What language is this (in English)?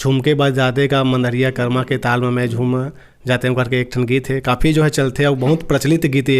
Chhattisgarhi